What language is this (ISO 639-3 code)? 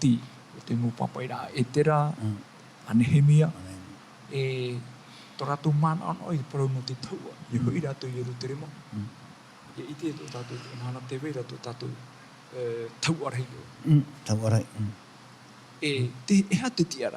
tah